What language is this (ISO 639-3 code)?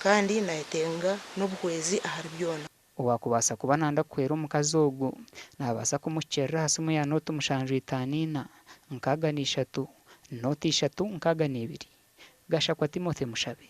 nyn